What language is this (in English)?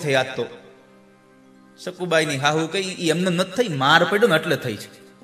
Gujarati